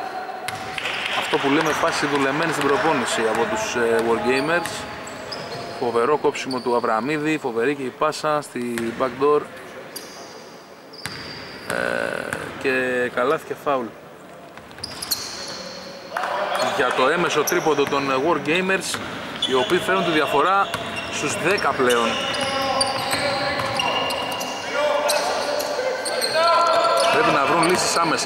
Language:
Greek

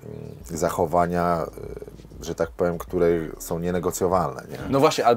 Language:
Polish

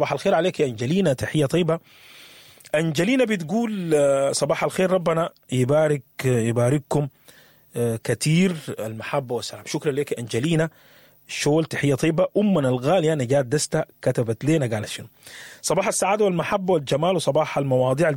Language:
Sudanese Arabic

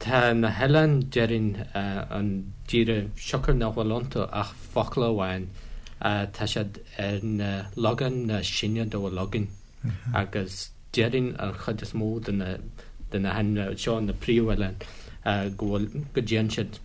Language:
Irish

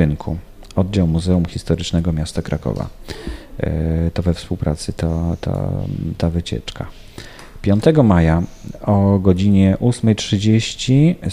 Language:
Polish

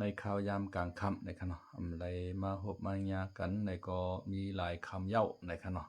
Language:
Shan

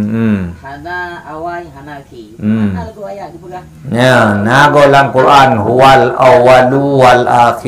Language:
Achinese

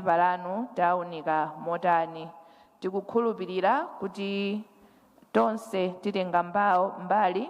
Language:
Nyanja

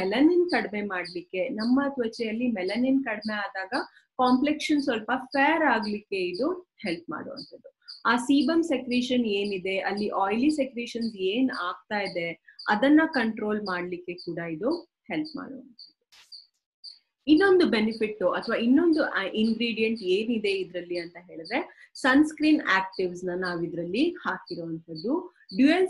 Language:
Kannada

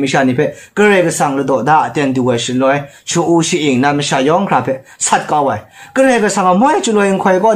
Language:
Kachin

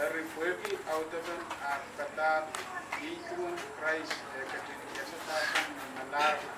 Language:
Pohnpeian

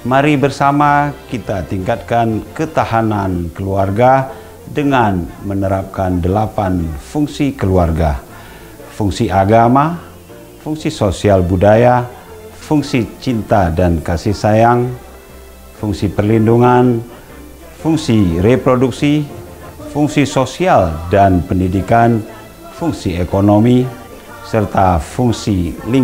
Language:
Indonesian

